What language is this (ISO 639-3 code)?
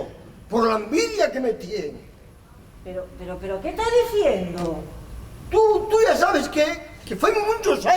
ast